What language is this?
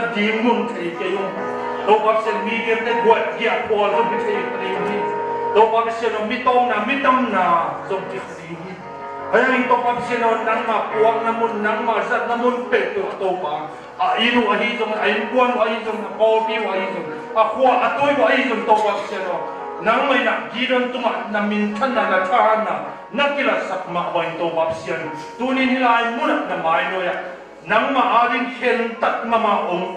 Tedim Chin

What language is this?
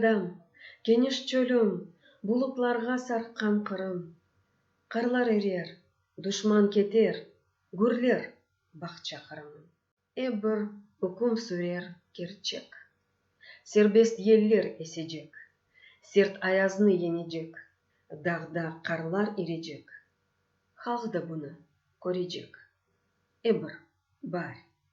Crimean Tatar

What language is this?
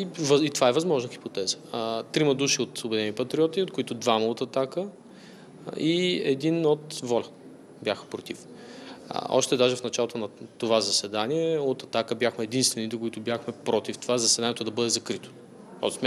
Bulgarian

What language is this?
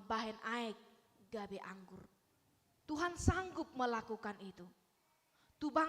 Batak Toba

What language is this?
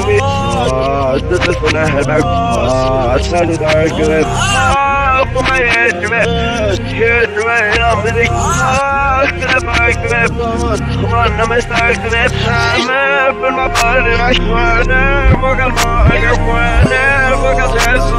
English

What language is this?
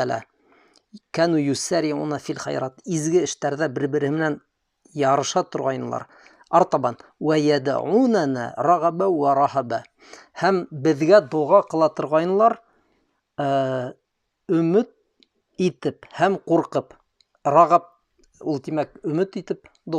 Bashkir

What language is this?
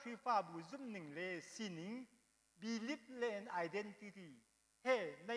Hakha Chin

